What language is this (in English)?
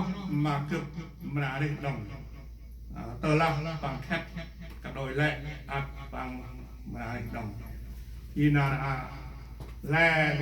Central Mnong